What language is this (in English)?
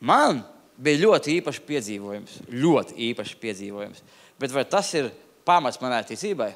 Latvian